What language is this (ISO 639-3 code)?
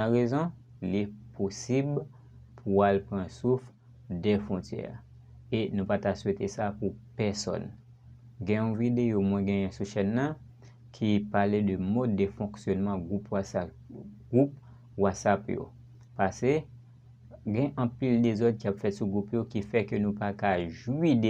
hat